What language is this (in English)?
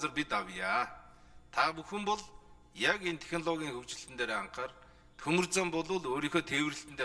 Mongolian